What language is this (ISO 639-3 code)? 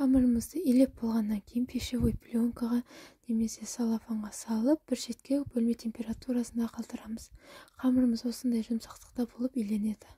kaz